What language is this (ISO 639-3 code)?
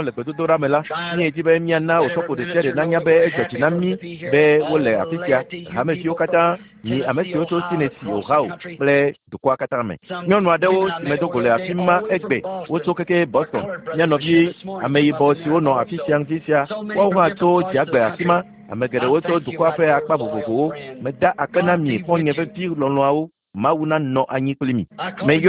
ewe